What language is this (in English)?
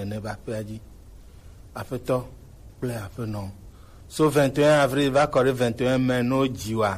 Gen